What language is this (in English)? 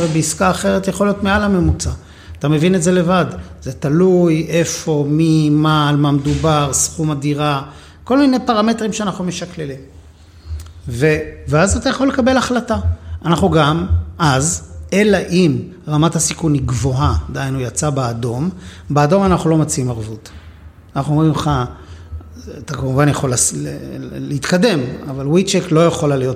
Hebrew